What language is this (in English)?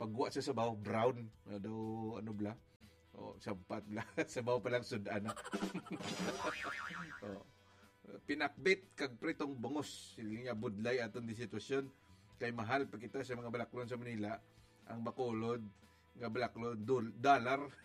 Hiligaynon